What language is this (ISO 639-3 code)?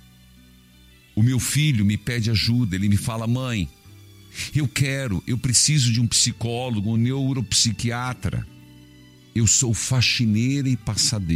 por